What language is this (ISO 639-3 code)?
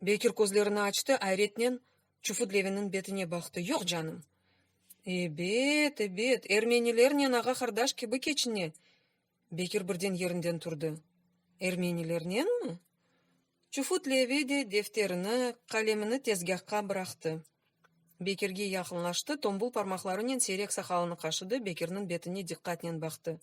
crh